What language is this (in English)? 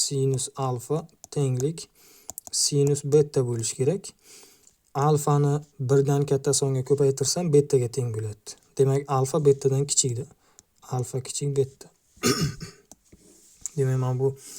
Uzbek